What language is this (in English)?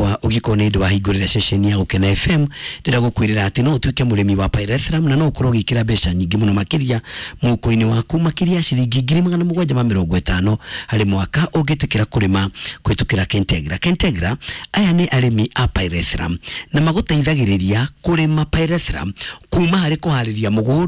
Kikuyu